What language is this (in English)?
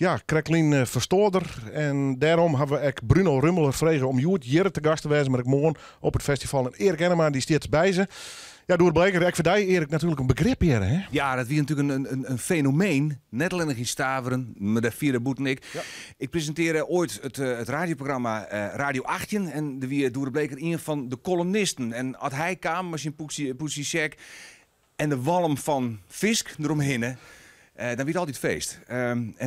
Western Frisian